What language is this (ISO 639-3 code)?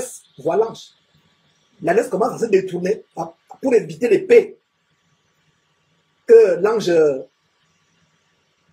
fra